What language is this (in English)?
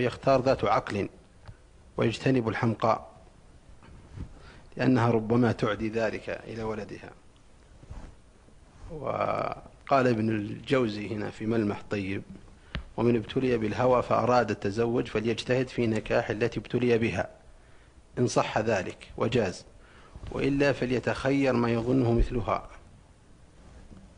Arabic